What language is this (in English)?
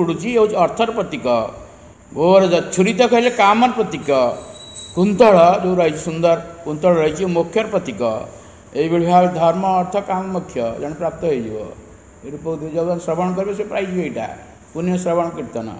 Odia